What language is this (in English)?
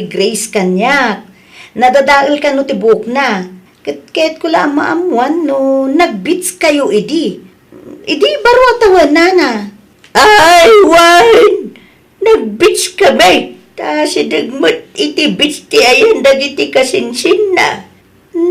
Iloko